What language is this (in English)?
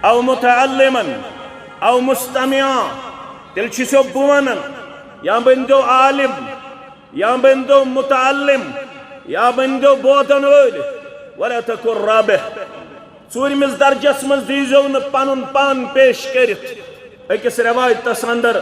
Kashmiri